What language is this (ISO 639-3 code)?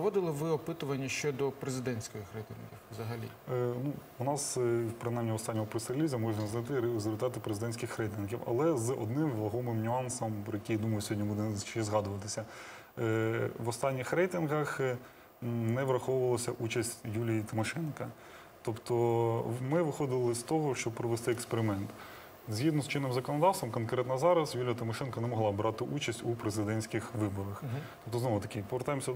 ukr